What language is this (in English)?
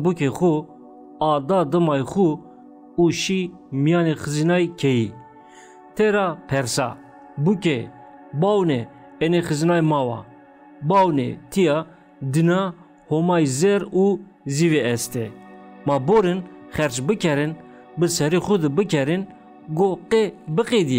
Zaza